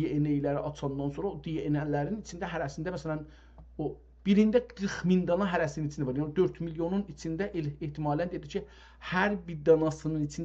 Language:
South Azerbaijani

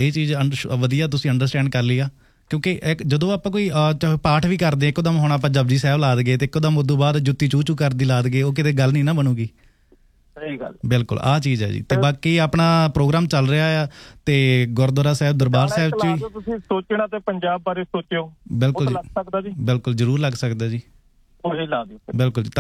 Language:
Punjabi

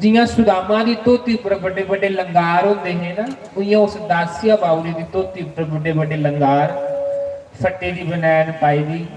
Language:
Dogri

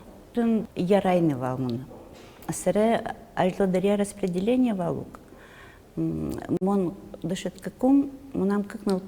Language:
Udmurt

